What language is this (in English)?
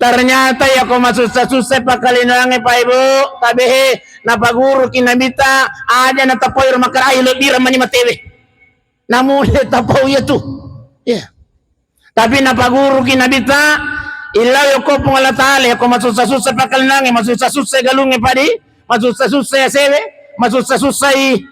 Buginese